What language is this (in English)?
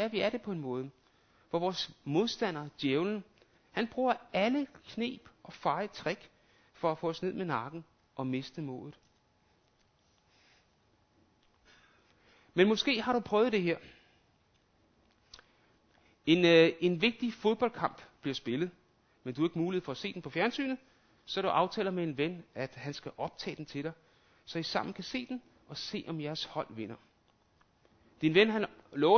Danish